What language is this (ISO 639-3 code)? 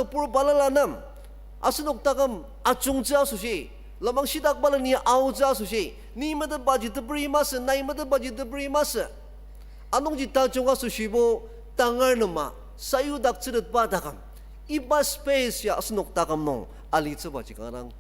njo